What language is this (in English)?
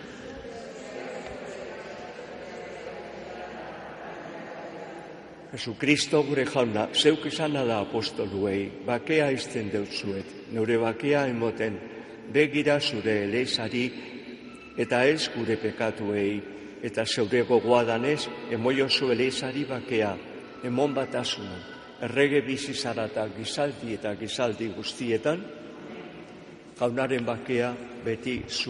Basque